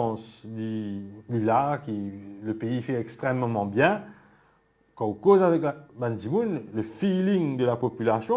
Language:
Morisyen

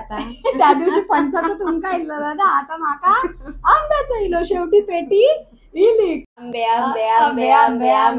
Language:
Konkani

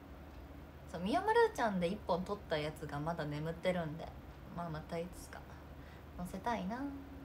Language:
Japanese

